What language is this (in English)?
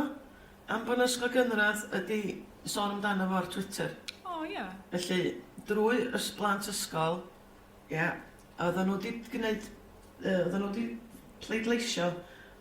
Welsh